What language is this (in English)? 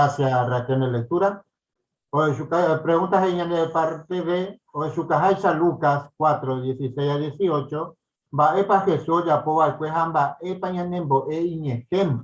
Guarani